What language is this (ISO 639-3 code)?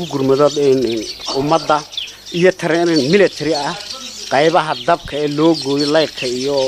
som